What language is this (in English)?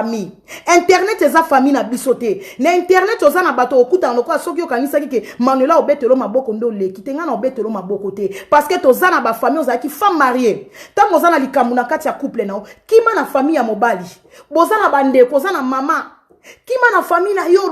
Lingala